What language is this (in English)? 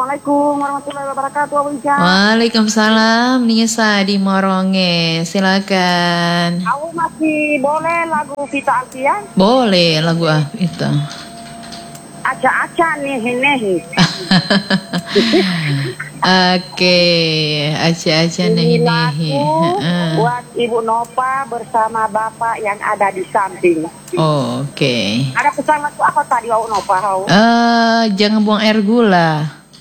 Indonesian